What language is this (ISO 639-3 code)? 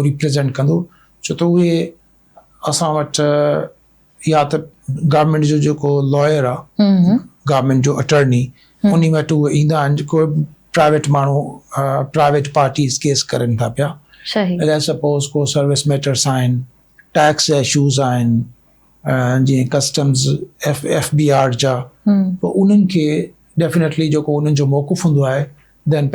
snd